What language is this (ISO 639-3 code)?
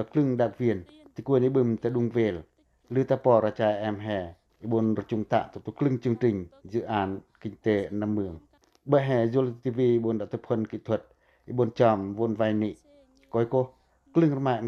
pac